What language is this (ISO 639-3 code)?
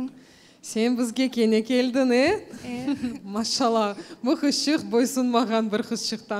crh